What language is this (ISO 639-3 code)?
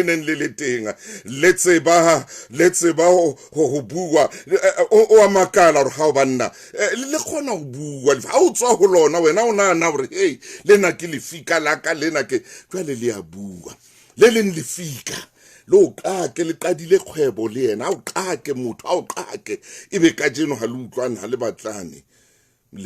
sot